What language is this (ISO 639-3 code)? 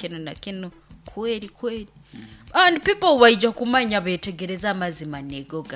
nyn